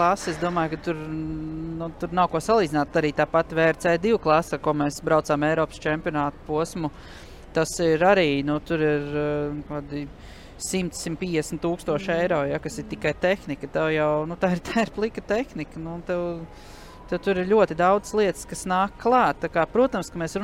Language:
Latvian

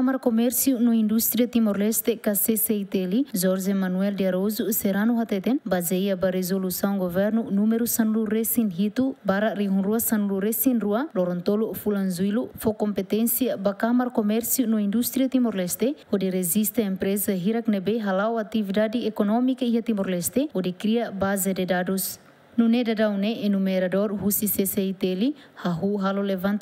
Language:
Tetum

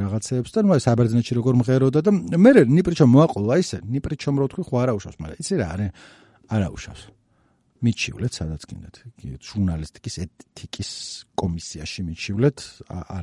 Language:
Georgian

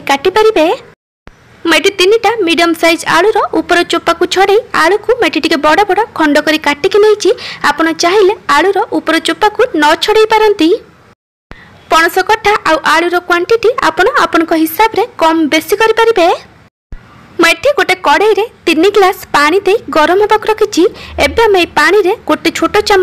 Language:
Odia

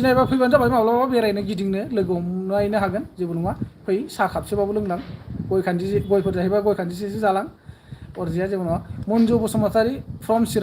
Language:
Bodo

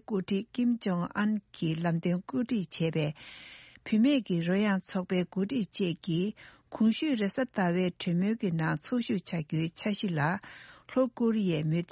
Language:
Tibetan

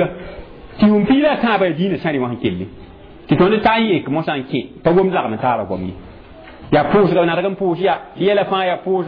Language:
Mossi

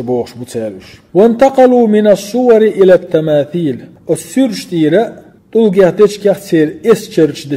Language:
Chechen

